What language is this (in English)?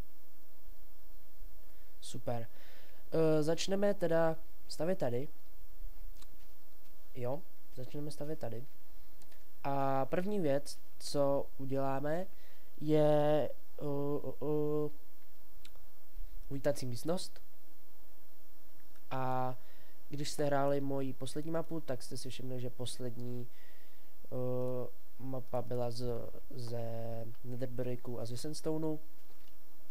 Czech